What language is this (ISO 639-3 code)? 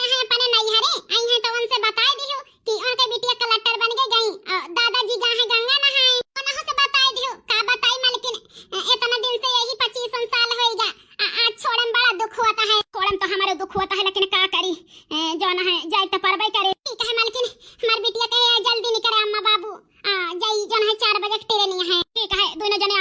awa